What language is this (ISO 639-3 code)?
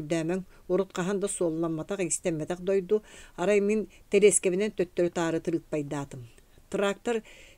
sah